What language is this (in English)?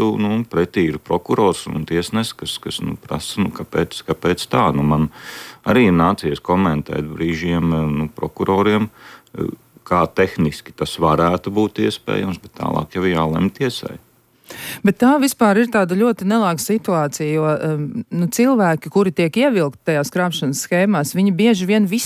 Latvian